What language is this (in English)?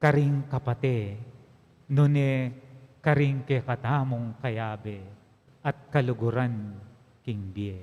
Pampanga